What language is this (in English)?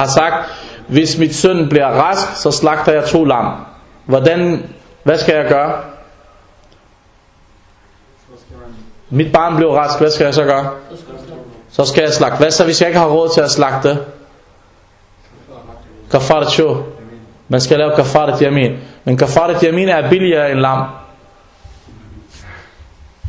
Danish